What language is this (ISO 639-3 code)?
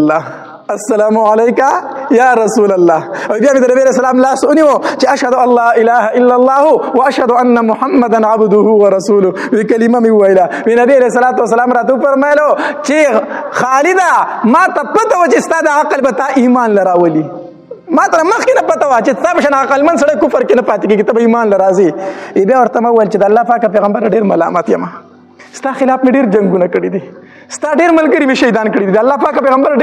pus